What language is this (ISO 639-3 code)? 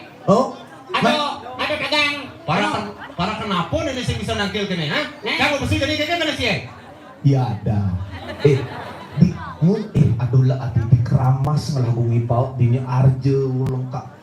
ban